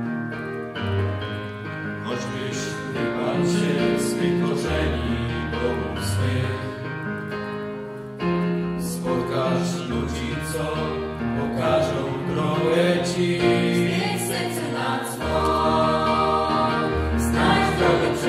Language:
Polish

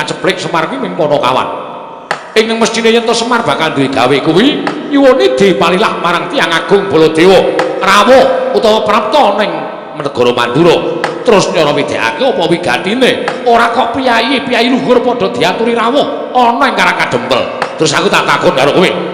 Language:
Javanese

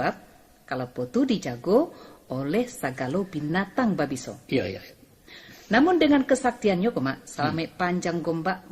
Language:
Minangkabau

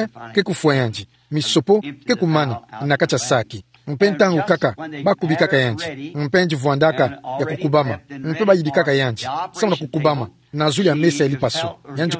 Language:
Kituba (Democratic Republic of Congo)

